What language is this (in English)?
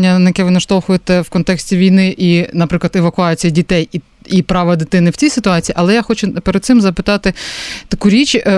Ukrainian